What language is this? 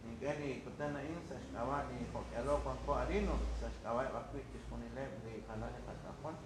Kekchí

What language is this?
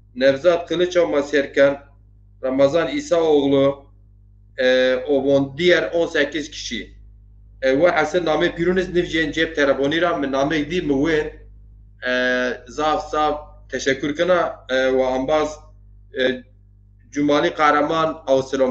Zaza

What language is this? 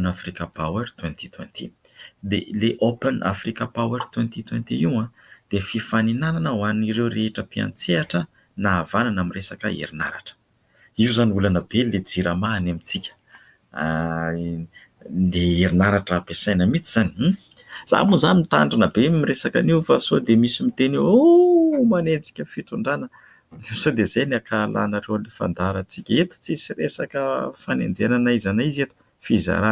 Malagasy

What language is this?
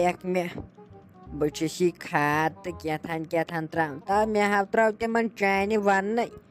Kashmiri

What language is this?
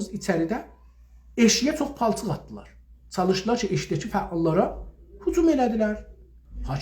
South Azerbaijani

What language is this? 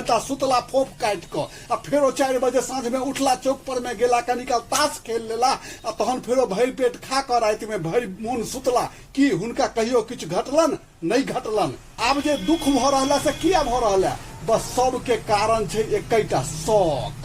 Maithili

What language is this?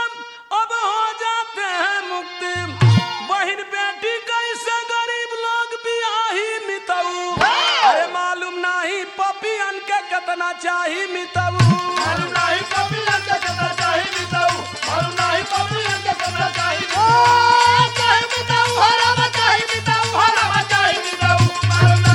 Bhojpuri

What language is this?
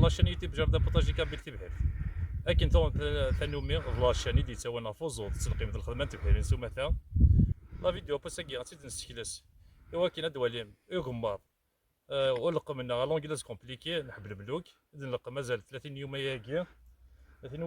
Kabyle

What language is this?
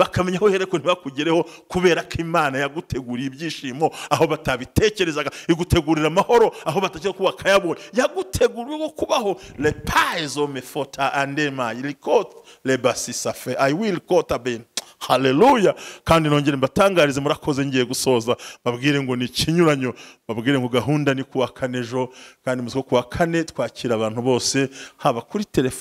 Kinyarwanda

